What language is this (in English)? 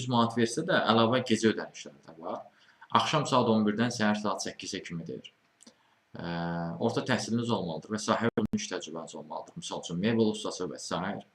Azerbaijani